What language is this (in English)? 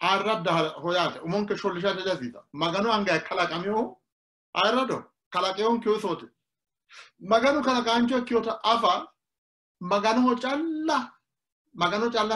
Sidamo